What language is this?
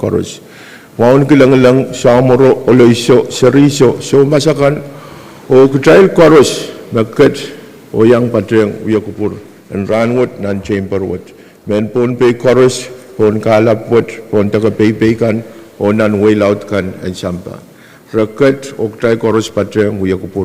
Pohnpeian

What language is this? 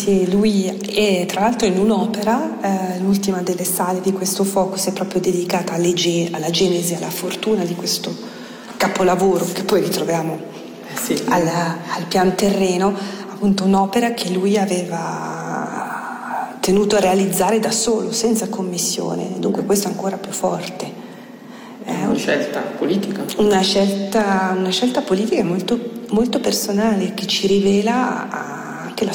Italian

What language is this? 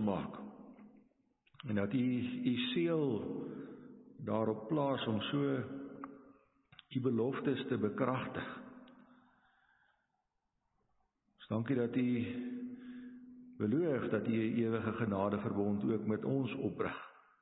Afrikaans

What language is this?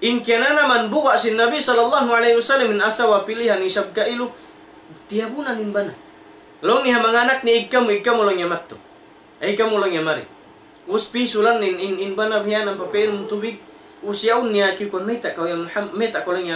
Tausug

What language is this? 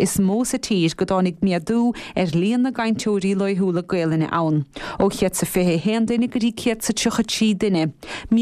Irish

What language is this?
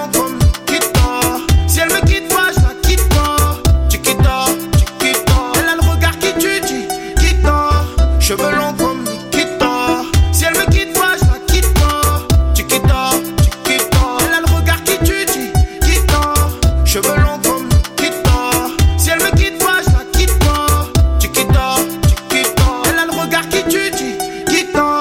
French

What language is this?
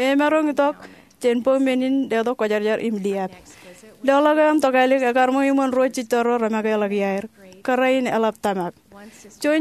Marshallese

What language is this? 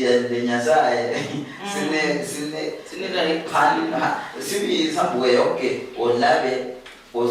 Luyia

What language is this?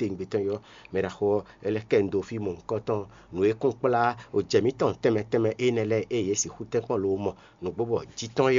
Fon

